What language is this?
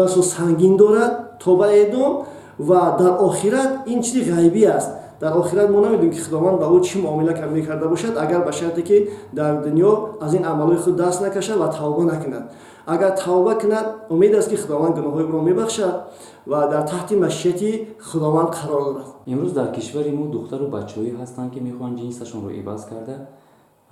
Tajik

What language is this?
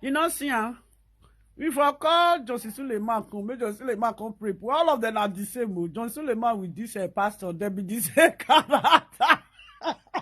Nigerian Pidgin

